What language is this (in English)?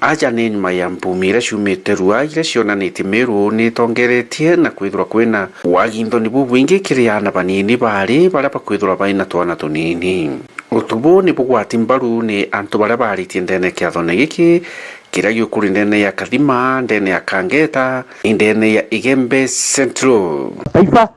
Meru